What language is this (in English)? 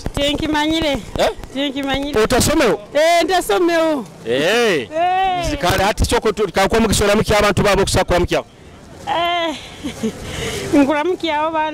Nyoro